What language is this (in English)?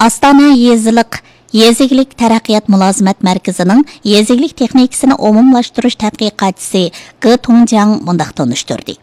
Uyghur